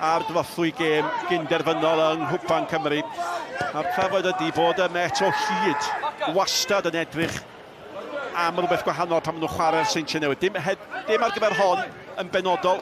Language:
Welsh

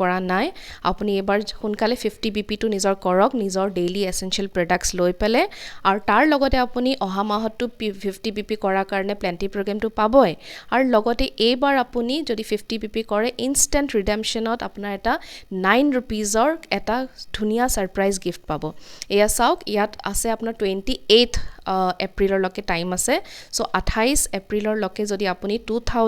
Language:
Assamese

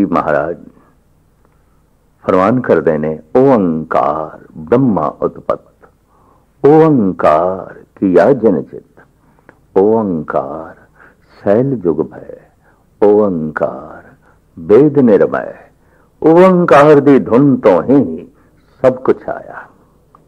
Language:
Punjabi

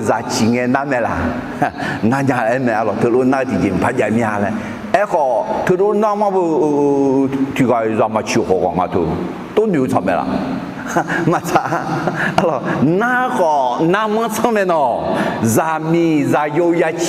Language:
Akha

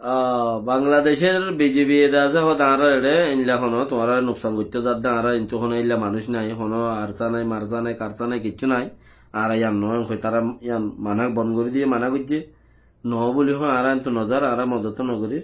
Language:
Rohingya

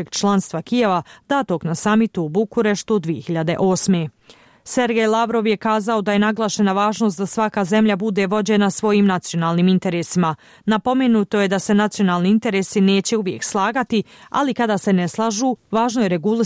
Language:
Bosnian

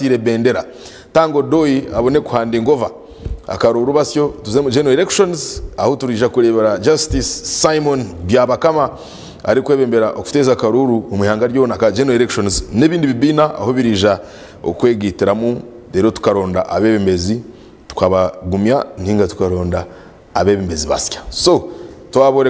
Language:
Nyankole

